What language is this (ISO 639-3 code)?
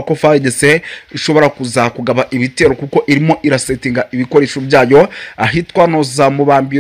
kin